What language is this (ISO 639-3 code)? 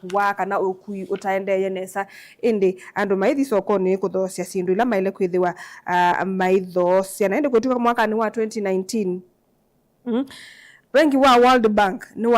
kam